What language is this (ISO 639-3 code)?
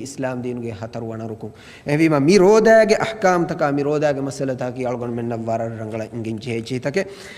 div